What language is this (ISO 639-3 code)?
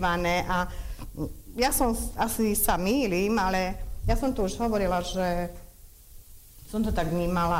slk